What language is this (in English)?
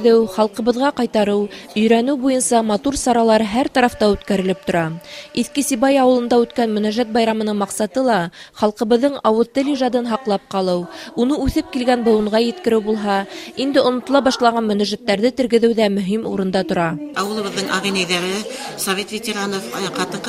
Bashkir